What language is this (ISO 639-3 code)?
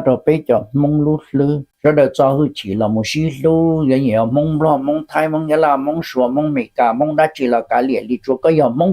hmn